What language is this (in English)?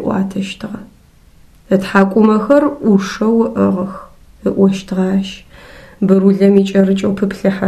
Adyghe